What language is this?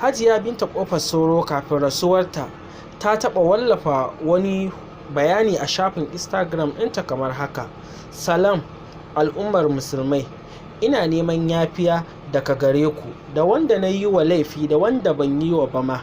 Hausa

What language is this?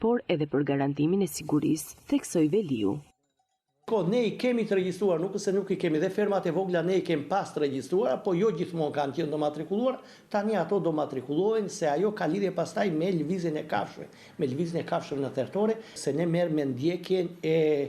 Albanian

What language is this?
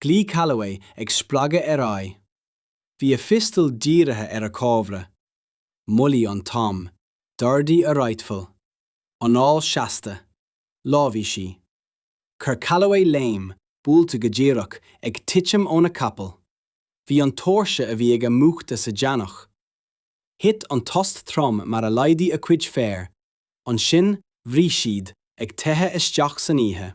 Irish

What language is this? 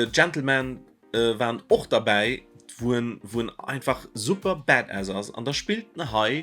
Luxembourgish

